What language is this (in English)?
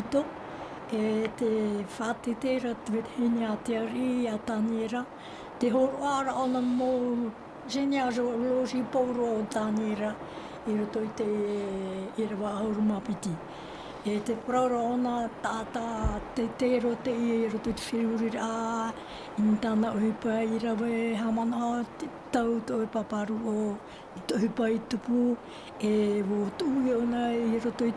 Tahitian